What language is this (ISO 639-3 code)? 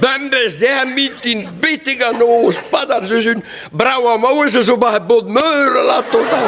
bre